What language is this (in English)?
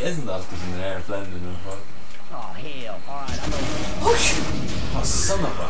Faroese